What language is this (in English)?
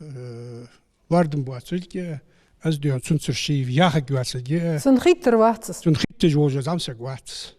Ingush